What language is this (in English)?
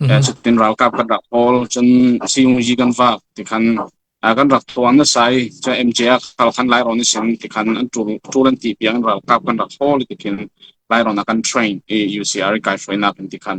Falam Chin